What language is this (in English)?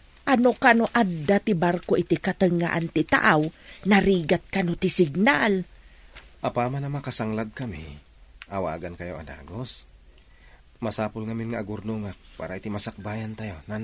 Iloko